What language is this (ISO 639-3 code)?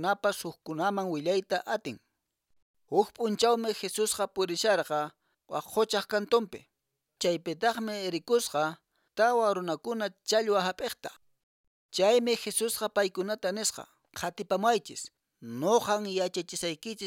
que